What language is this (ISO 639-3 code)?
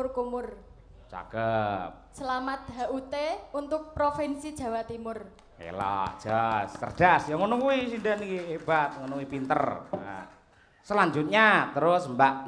jav